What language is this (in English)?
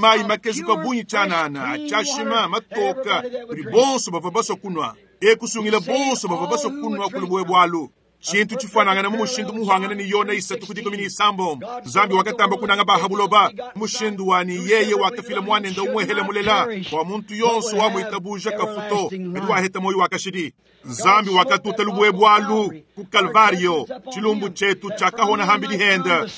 Luba-Lulua